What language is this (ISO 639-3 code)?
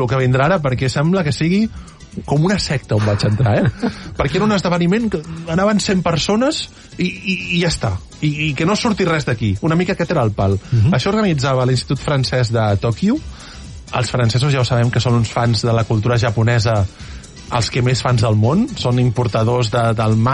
cat